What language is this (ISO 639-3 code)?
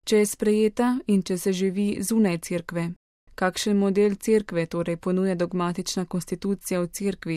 slv